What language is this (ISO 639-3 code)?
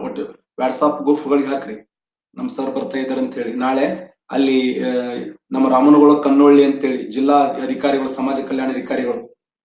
kan